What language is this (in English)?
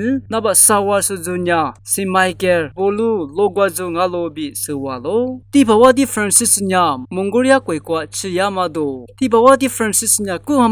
Lisu